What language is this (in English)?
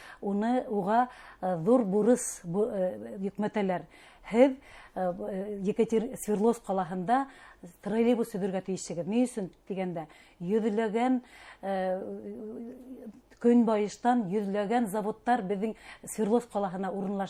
Bashkir